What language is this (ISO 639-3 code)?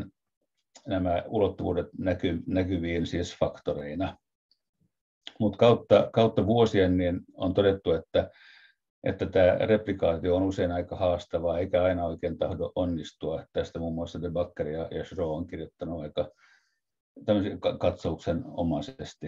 fin